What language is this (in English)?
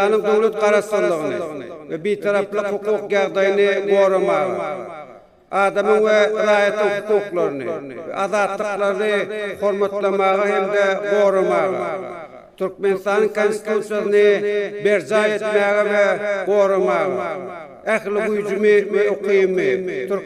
Turkmen